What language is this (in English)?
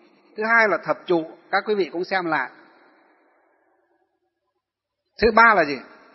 Vietnamese